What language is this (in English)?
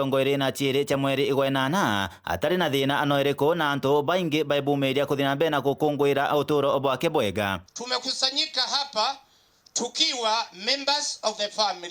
Meru